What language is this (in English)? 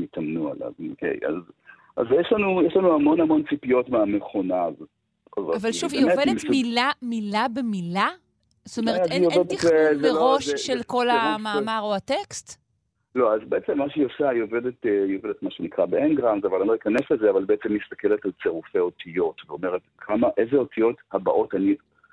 Hebrew